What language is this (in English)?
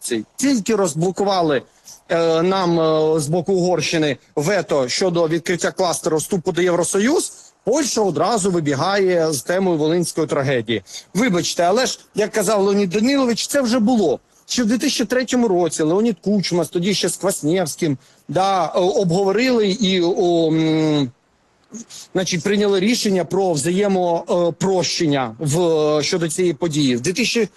Ukrainian